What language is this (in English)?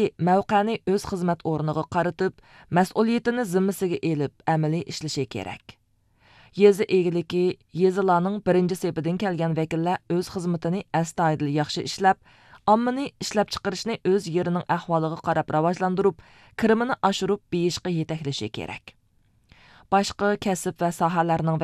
Uyghur